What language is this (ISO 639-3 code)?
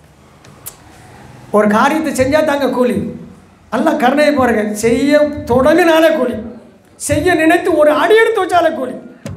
tam